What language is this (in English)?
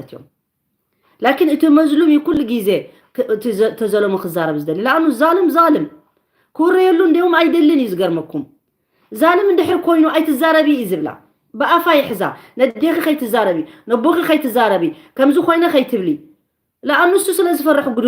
Tigrinya